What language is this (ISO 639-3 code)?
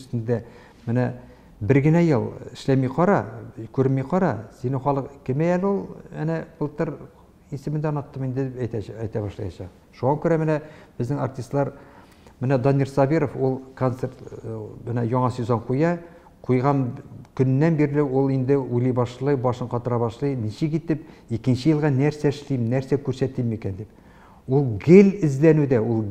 tat